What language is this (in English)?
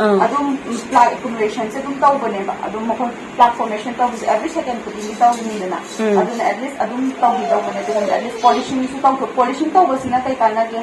Manipuri